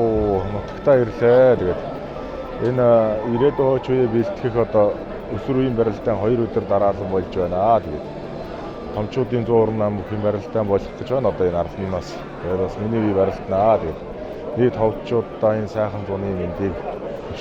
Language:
Mongolian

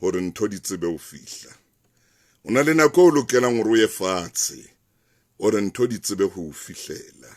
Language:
Southern Sotho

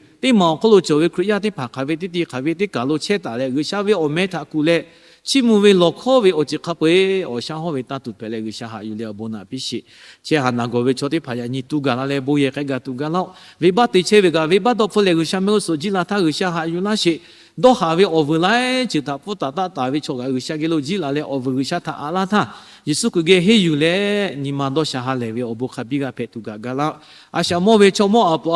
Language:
Lahu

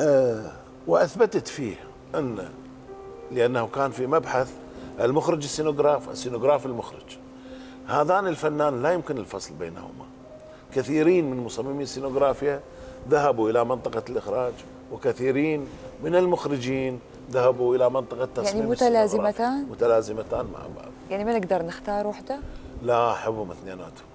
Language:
Mesopotamian Arabic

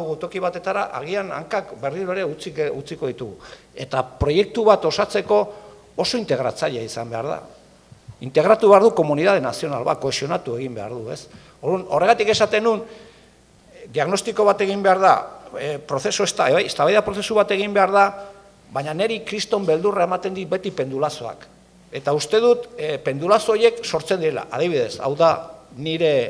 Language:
Basque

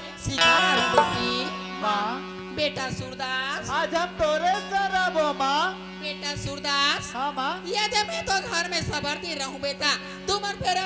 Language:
Chhattisgarhi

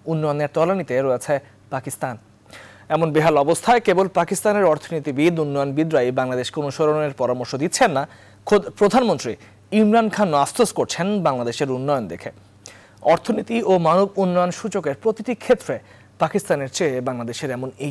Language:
Bangla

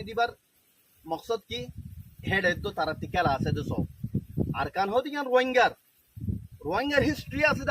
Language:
Rohingya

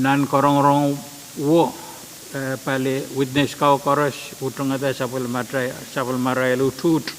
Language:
Pohnpeian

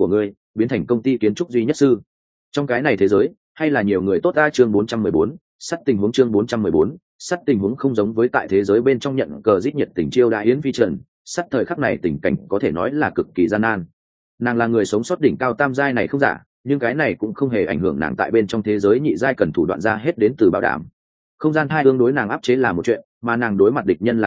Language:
Vietnamese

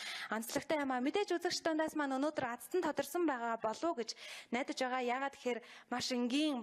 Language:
Mongolian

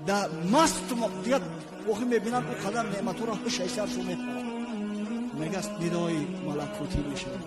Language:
Tajik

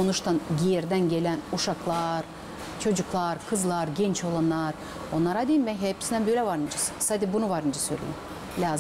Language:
Gagauz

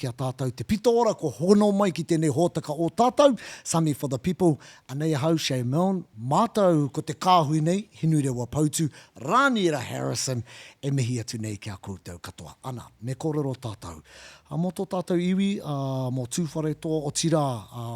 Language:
Māori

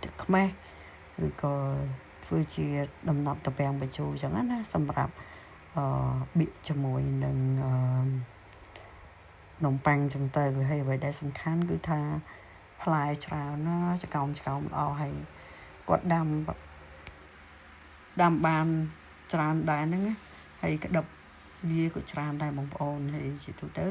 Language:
Khmer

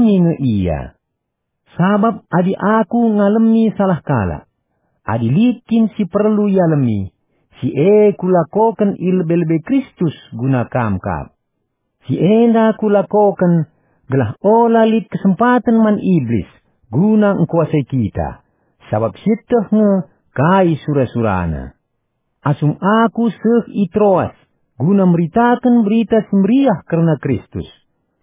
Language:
Batak Karo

